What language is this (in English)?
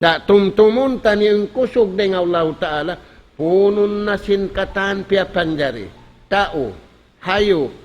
Tausug